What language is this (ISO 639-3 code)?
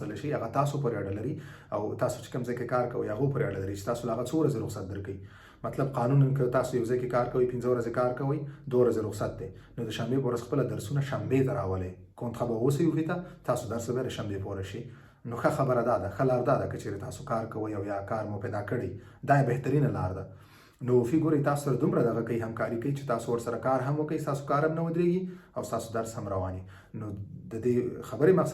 pus